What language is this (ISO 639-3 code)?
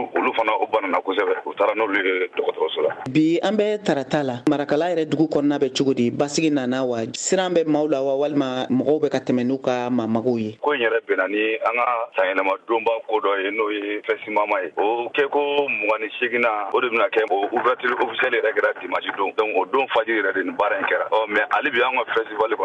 bam